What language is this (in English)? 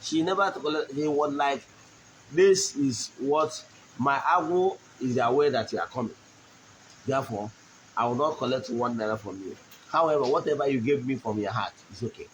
Igbo